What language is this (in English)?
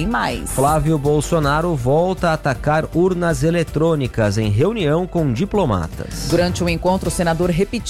Portuguese